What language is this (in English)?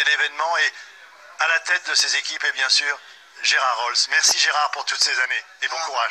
French